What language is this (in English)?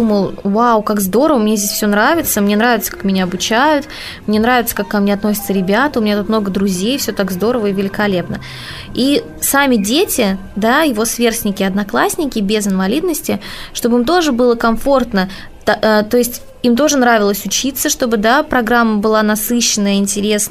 Russian